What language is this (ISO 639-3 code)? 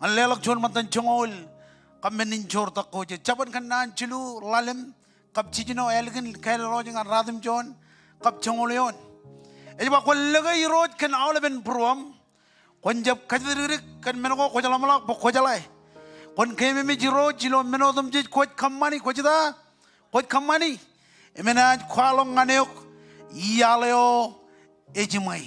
mah